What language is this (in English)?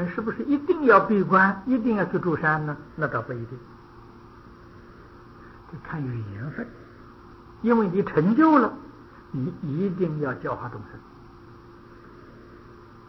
Chinese